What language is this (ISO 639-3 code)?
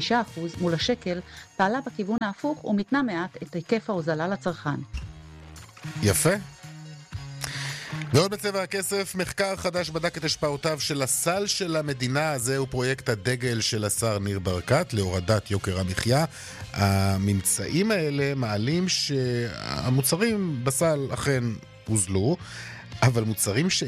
heb